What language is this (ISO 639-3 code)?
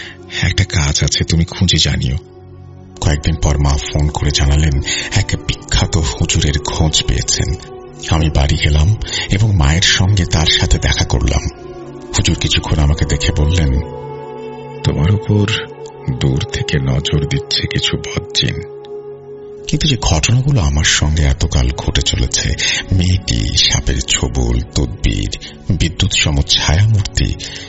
ben